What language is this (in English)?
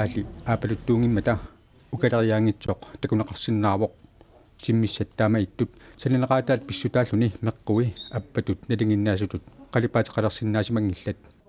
Kalaallisut